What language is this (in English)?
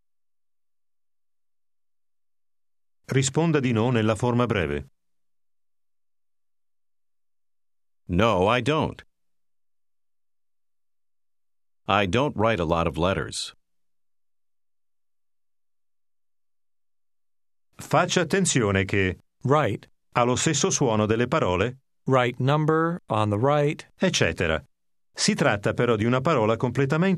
Italian